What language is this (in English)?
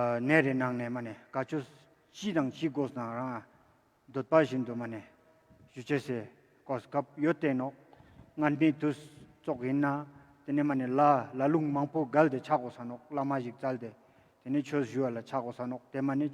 Ladakhi